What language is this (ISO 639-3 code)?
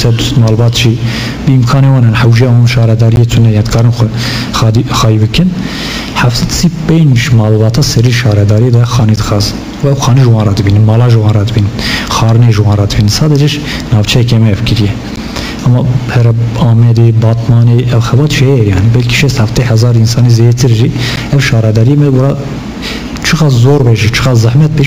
kur